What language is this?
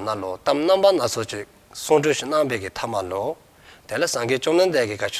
Dzongkha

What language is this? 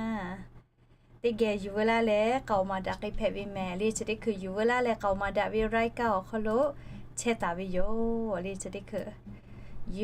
Lahu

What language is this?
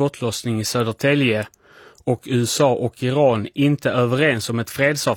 Swedish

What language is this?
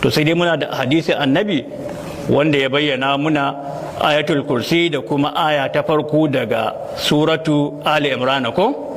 Hausa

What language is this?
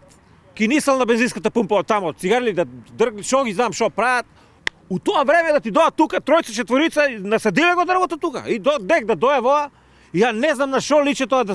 Macedonian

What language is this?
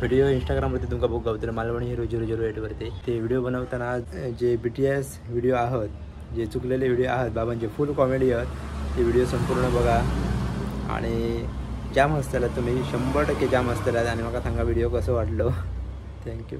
Konkani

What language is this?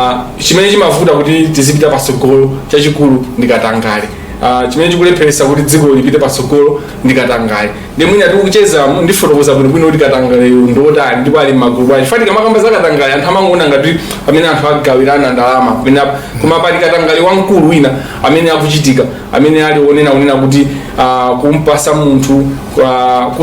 Nyanja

